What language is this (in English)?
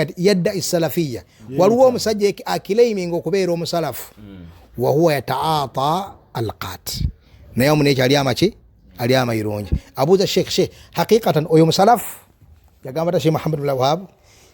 Ganda